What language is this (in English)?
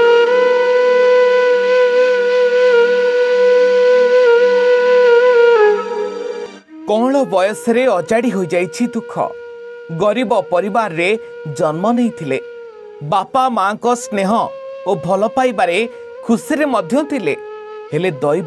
Odia